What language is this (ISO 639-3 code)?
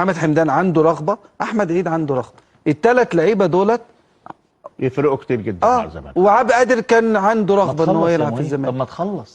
arz